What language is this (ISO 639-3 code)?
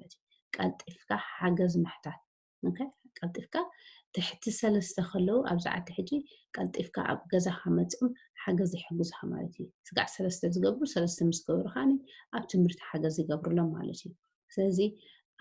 tir